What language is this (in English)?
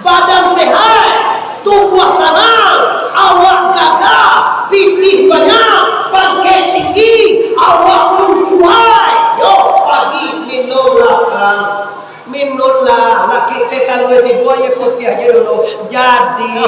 Minangkabau